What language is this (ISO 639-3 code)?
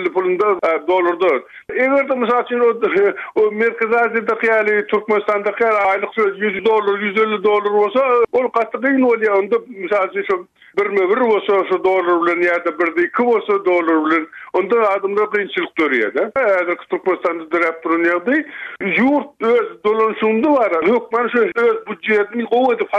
tuk